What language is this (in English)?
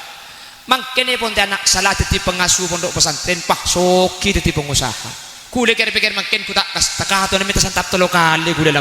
Madurese